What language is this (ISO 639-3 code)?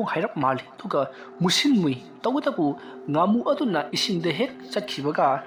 mni